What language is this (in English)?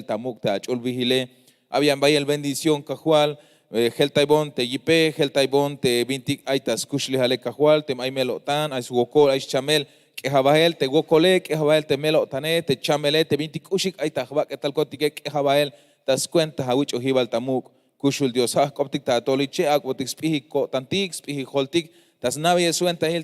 Tzeltal